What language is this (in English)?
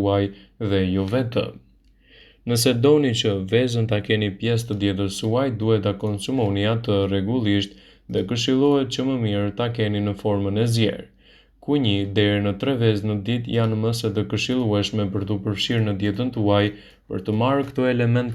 Albanian